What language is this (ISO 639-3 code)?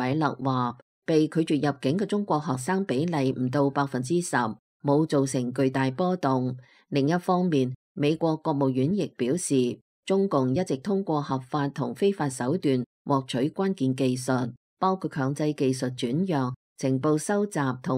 yue